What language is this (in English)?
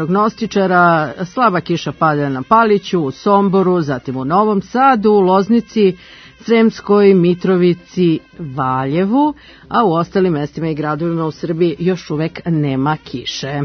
Serbian